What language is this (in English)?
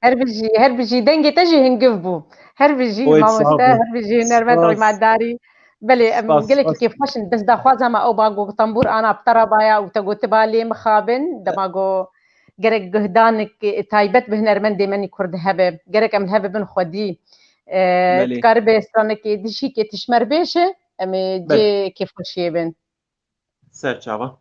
Kurdish